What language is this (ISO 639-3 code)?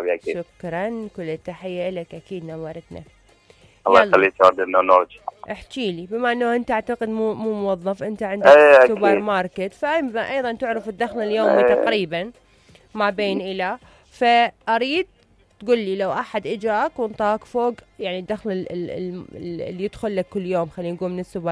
acm